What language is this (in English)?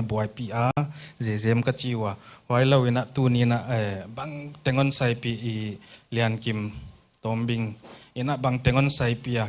Paite Chin